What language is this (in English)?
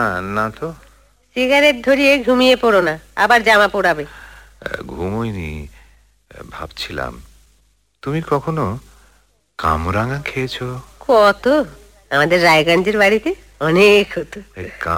Bangla